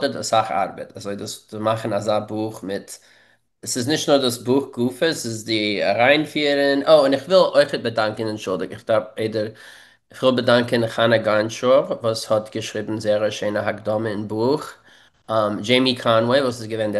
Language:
Yiddish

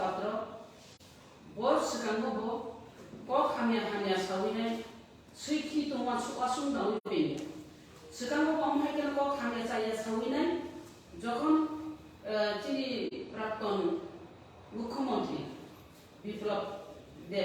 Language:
Kok Borok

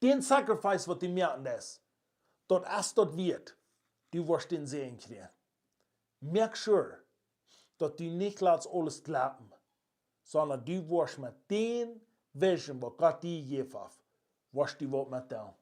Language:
Plautdietsch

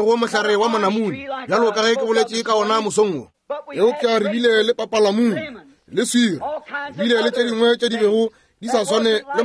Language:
Northern Sotho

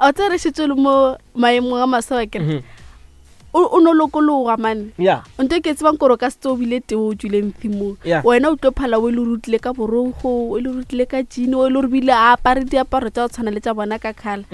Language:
Northern Sotho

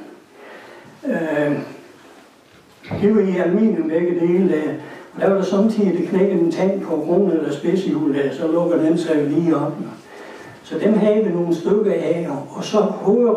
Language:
Danish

